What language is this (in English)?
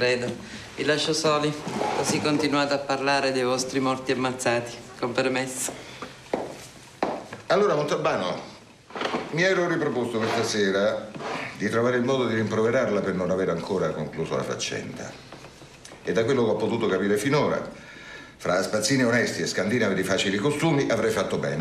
Italian